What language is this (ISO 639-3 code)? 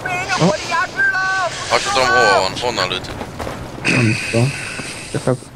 hun